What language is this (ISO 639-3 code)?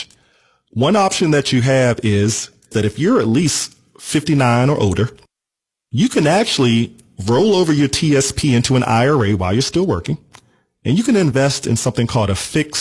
eng